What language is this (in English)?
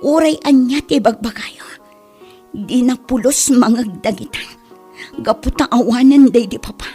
Iloko